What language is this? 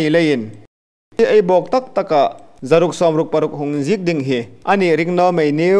Hmar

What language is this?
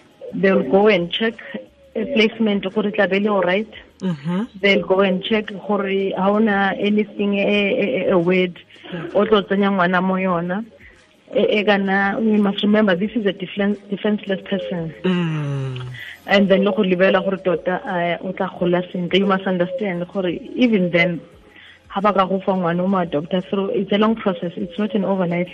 Tswana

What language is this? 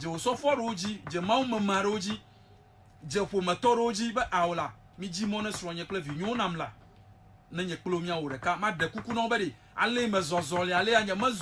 Ewe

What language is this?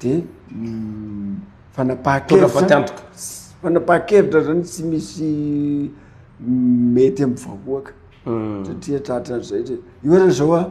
Malagasy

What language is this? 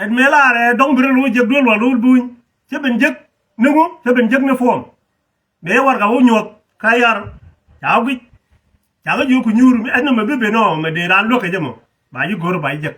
Nuer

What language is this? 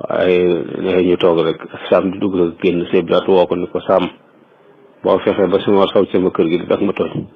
Wolof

